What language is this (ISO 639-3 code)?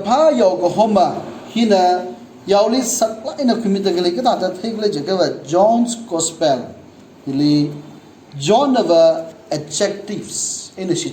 nmf